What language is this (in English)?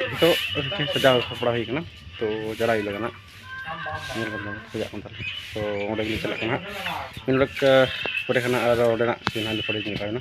Santali